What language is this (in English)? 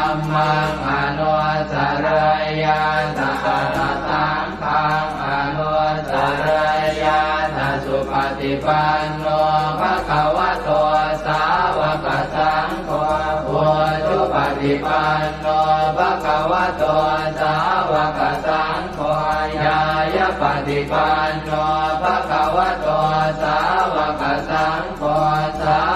Pali